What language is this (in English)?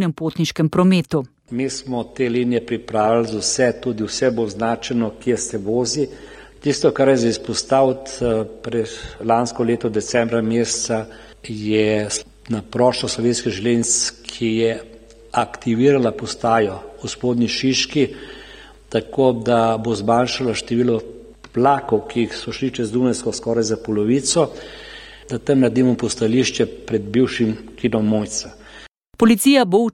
Slovenian